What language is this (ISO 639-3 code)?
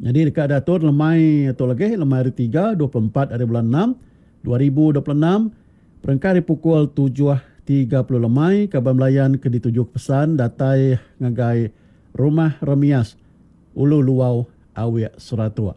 iba